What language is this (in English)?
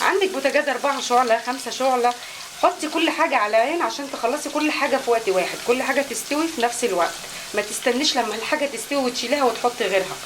Egyptian Arabic